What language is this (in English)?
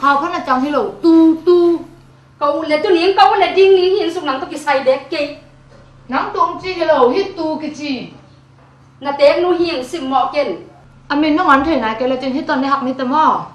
Tedim Chin